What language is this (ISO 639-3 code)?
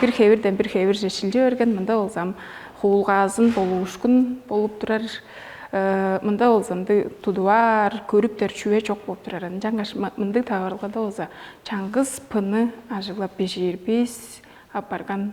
tyv